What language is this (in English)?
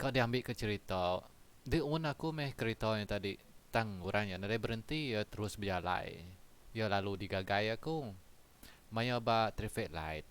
Iban